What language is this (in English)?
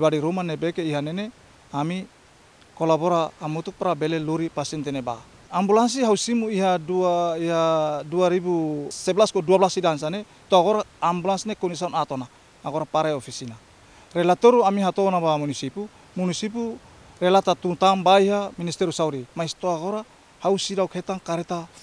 Tetum